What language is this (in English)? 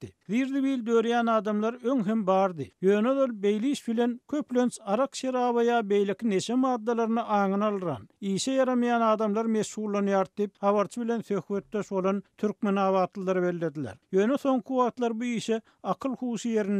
Turkmen